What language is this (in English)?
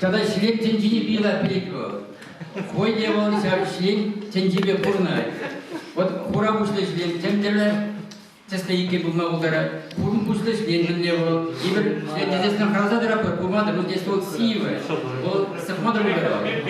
Chuvash